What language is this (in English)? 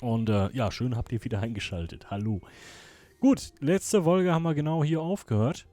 Swiss German